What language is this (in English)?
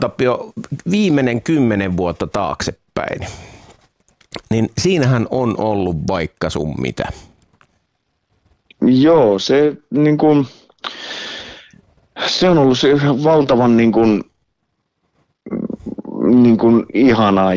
Finnish